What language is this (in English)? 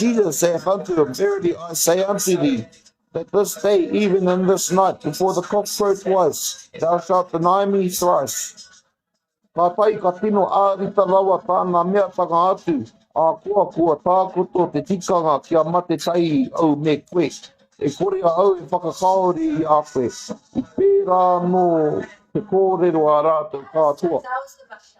Māori